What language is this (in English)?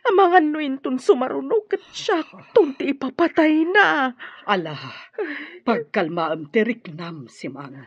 Iloko